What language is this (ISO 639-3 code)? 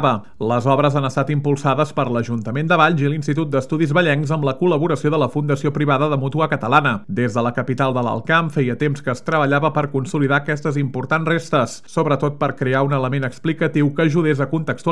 cat